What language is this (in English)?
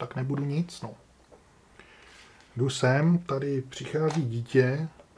Czech